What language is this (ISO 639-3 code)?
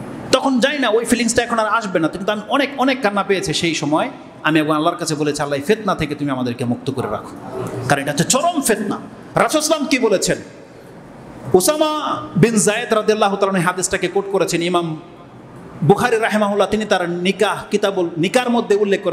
ben